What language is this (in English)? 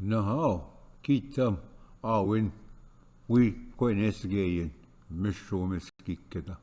Ojibwa